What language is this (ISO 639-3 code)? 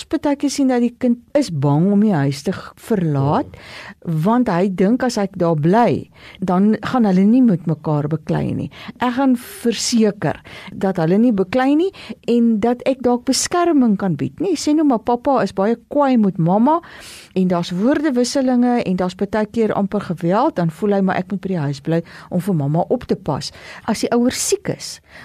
afr